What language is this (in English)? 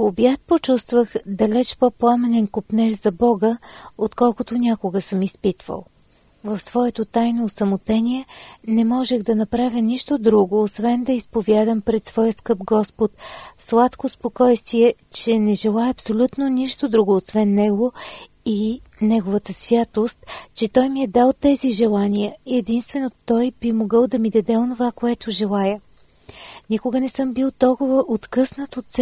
Bulgarian